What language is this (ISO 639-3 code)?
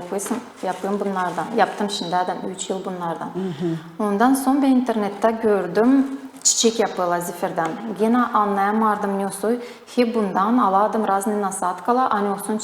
gag